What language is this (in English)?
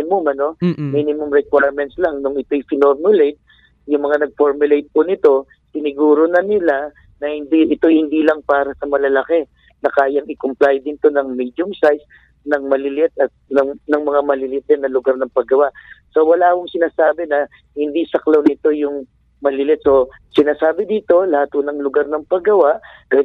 Filipino